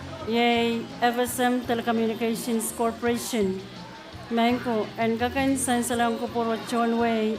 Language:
Pohnpeian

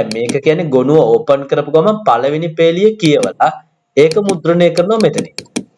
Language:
Sinhala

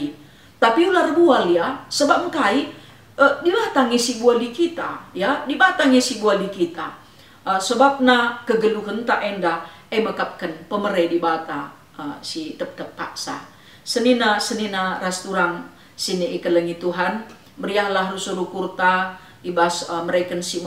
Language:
Batak Karo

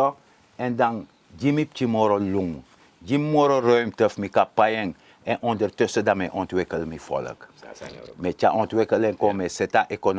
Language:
Sranan Tongo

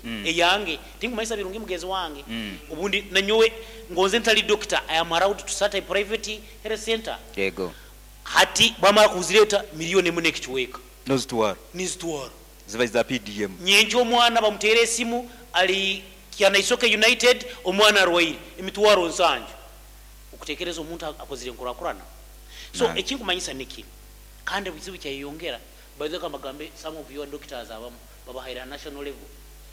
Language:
Nyoro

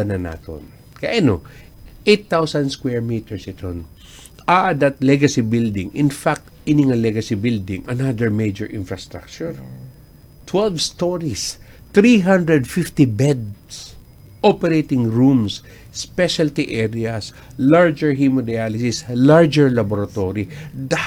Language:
Waray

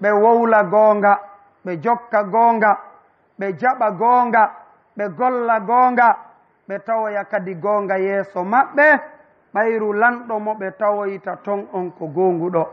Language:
Fula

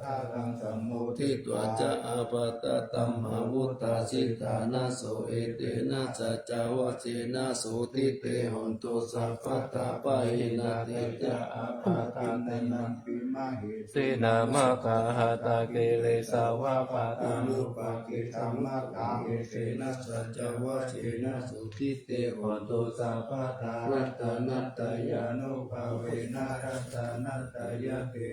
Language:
Pali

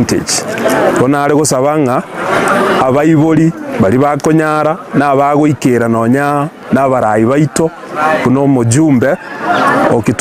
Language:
Gusii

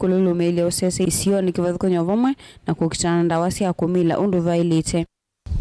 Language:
Kamba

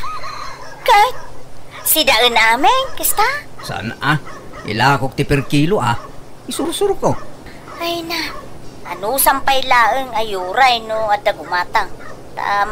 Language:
Iloko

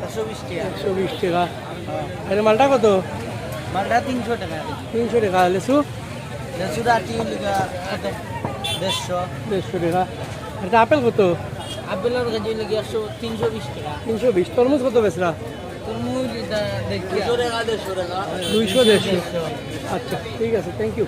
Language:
Sylheti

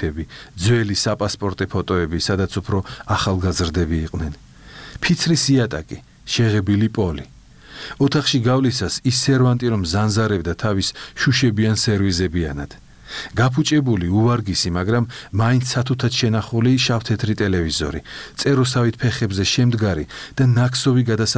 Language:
Georgian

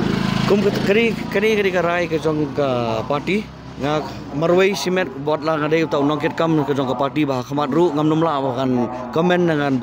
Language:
Khasi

